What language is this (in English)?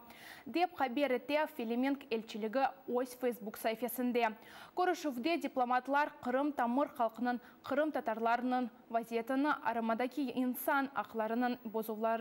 Crimean Tatar